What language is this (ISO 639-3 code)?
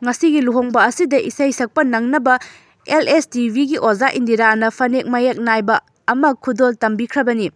mni